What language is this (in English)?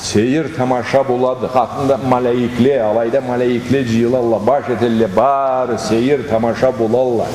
Karachay-Balkar